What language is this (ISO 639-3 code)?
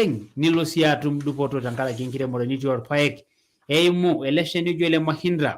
mas